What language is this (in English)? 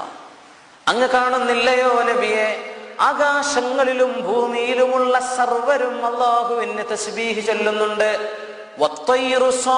Malayalam